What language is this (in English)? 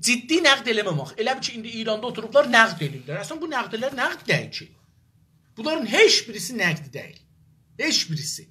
South Azerbaijani